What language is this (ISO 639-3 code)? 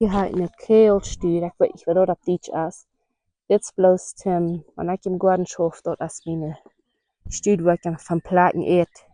pdt